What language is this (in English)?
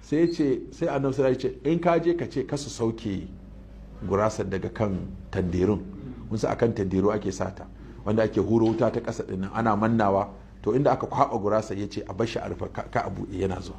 Hausa